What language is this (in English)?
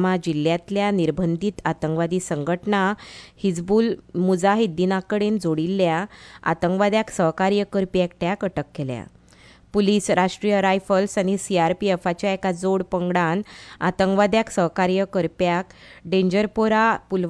Konkani